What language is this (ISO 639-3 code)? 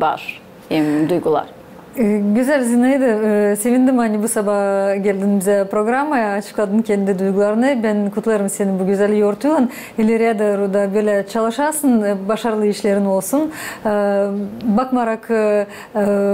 gag